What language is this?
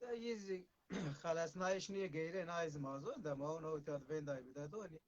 Zaza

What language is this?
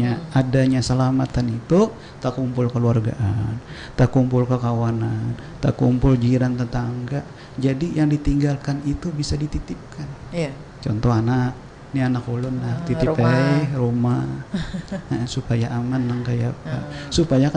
Banjar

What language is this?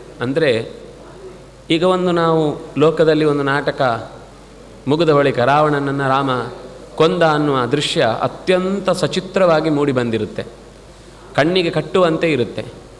Kannada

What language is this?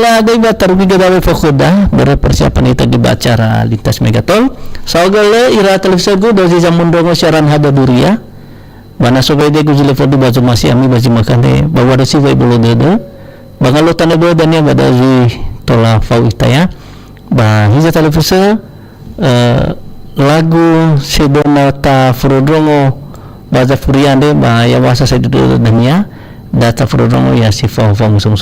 Nias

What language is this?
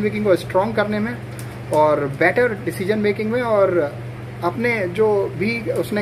Hindi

